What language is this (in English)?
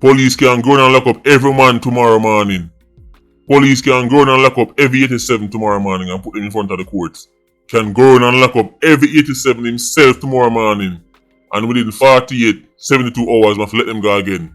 Jamaican Creole English